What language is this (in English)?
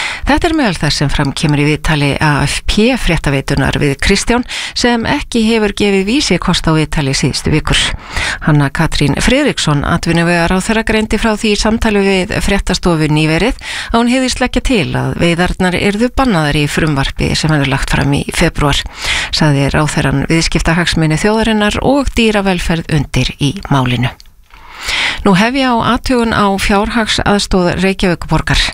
Icelandic